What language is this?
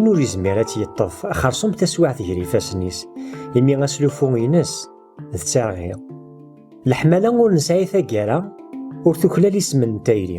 Kabyle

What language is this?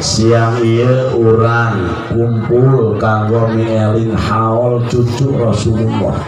Sundanese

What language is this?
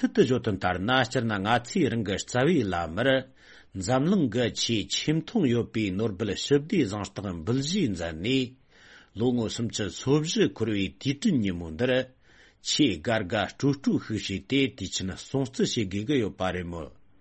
Tibetan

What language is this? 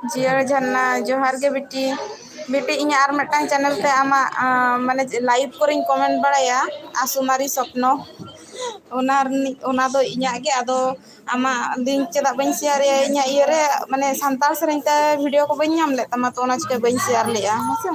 Santali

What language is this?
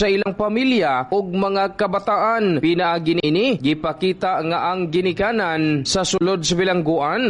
Cebuano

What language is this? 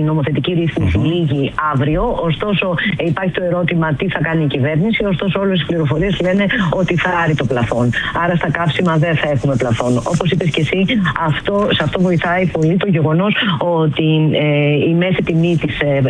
Greek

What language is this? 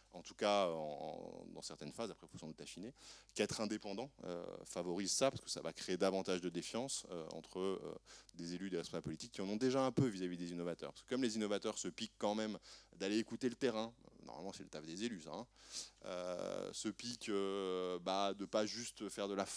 French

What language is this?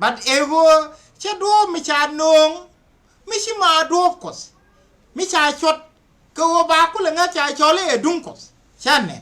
Nuer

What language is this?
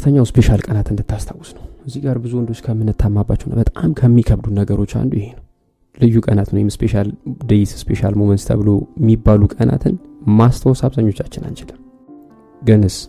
Amharic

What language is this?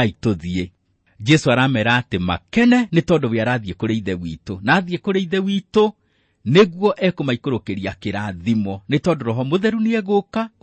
Kikuyu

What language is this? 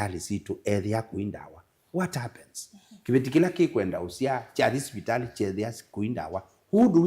Kamba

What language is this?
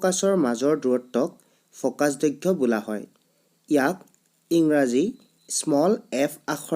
Assamese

